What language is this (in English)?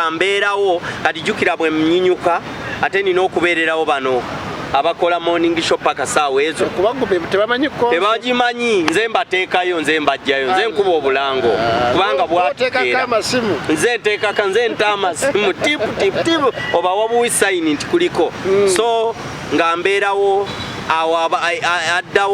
Ganda